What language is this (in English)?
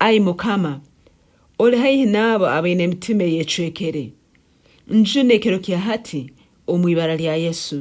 Nyankole